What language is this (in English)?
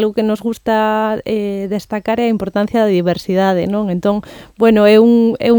Galician